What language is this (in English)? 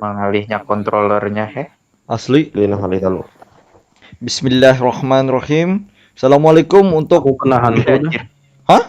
Banjar